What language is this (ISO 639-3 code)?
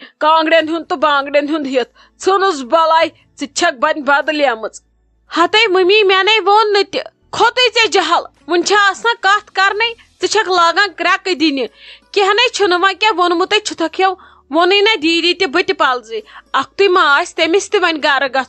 kas